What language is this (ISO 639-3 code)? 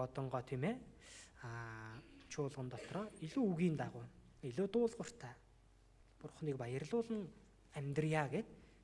mon